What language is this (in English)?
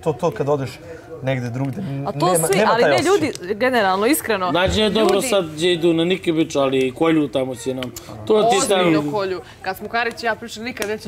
Bosnian